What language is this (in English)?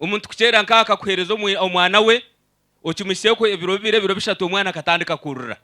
Nyankole